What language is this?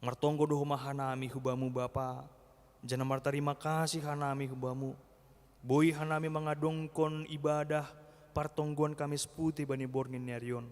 Batak Simalungun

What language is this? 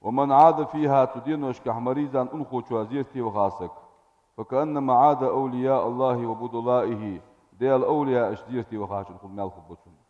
Ingush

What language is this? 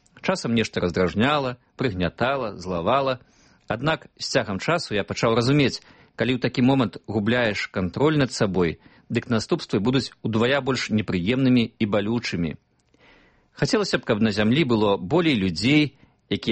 Belarusian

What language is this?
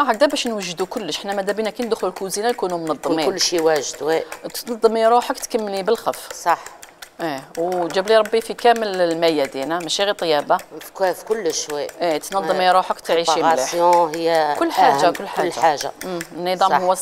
Algerian Arabic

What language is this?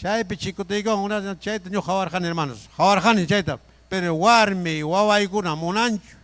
Ayacucho Quechua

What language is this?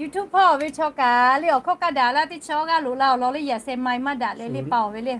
Lahu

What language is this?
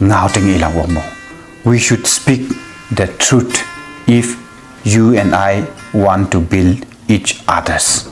Konyak Naga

